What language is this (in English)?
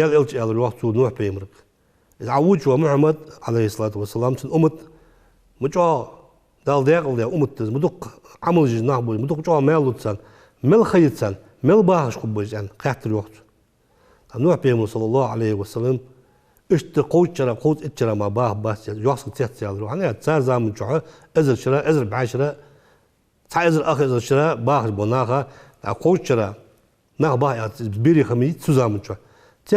Ingush